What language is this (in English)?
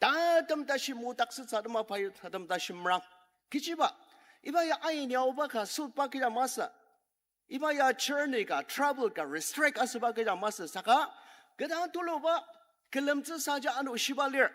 Ao Naga